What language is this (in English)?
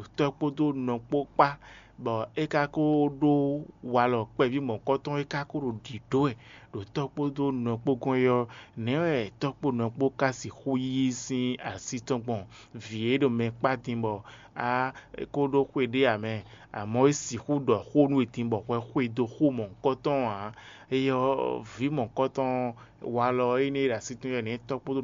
Fon